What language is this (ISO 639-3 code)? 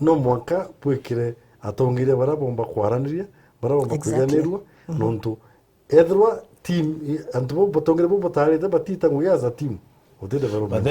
mer